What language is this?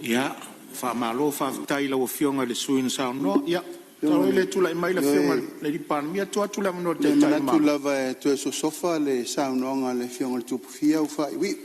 Samoan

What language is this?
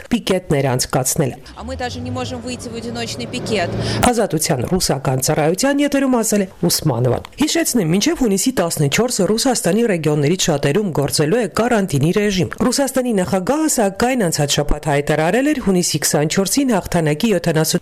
Armenian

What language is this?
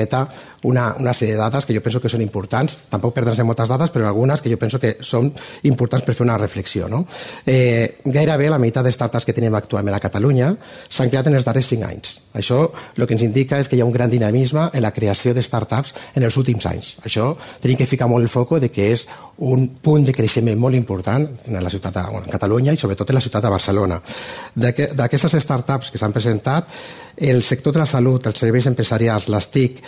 Catalan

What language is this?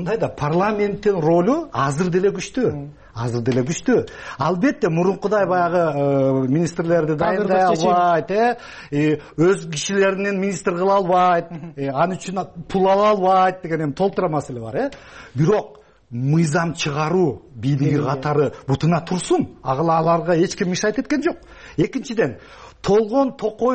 Kyrgyz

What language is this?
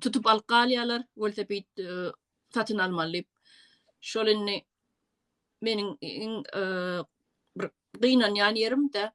Turkmen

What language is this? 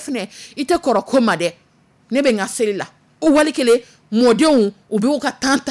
Dyula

